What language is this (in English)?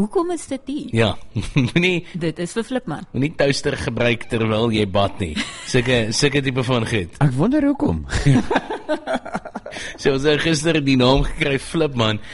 Afrikaans